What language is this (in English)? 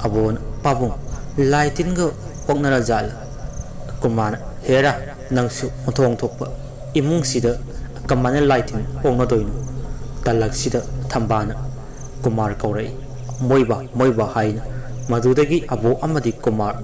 Manipuri